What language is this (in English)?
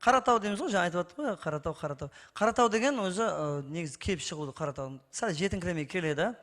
Kara-Kalpak